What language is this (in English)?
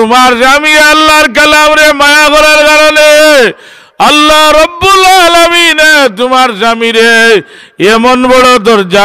Sylheti